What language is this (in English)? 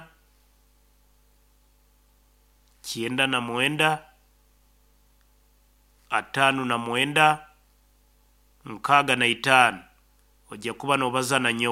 Nyoro